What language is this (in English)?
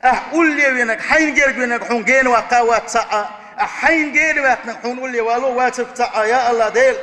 Chechen